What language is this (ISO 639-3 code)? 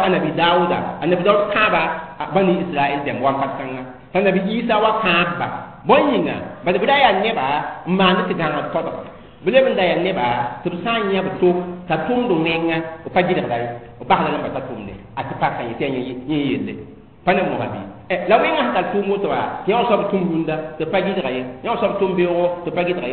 mos